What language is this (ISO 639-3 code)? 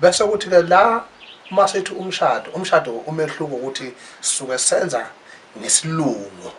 zul